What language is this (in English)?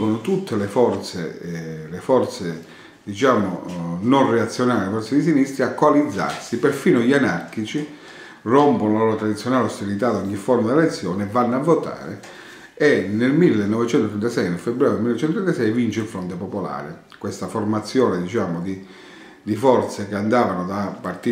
Italian